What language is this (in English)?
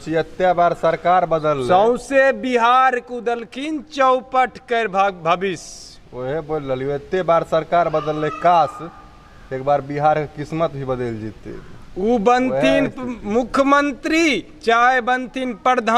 Maithili